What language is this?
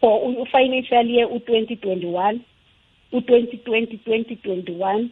South Ndebele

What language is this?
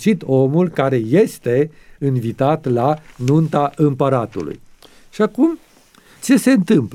Romanian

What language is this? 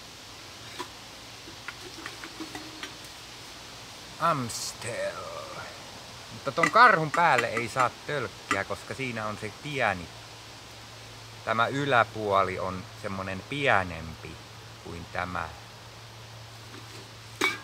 Finnish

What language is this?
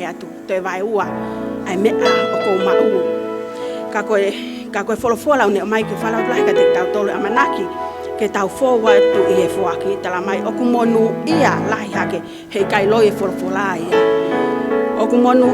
Tongan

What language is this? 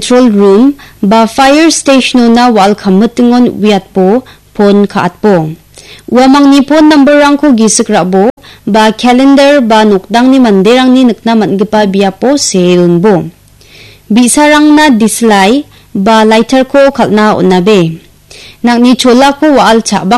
Garo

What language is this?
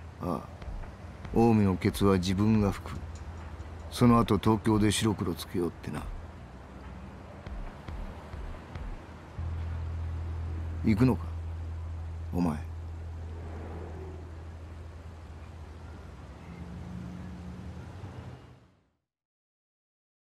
Japanese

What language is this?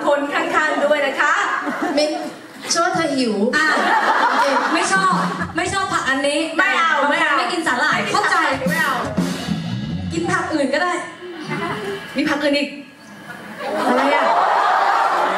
Thai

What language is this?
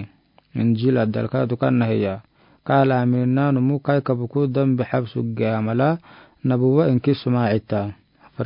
Afar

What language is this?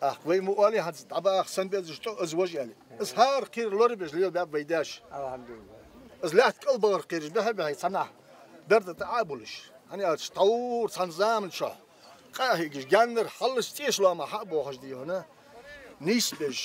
Ingush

